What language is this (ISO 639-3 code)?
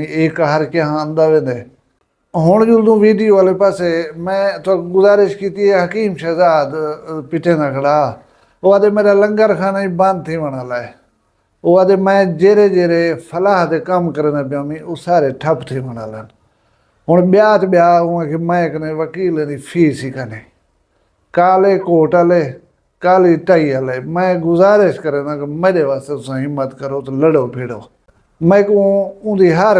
skr